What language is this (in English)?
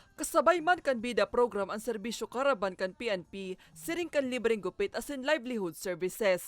Bikol